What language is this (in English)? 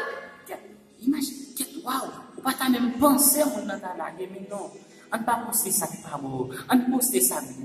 Haitian Creole